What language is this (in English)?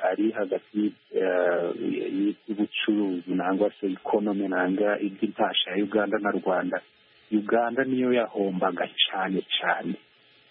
Kinyarwanda